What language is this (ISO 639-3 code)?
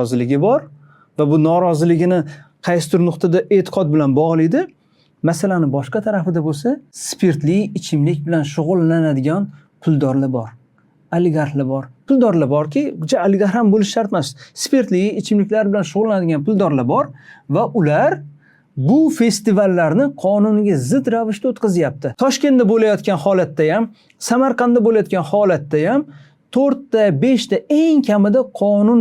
uzb